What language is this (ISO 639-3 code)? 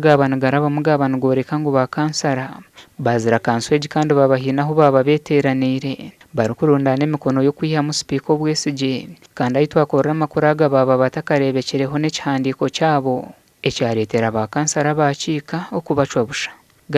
nyn